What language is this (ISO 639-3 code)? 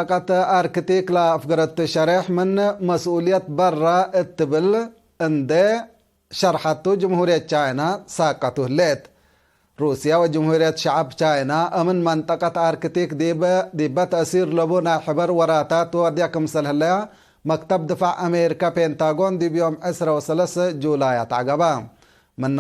tig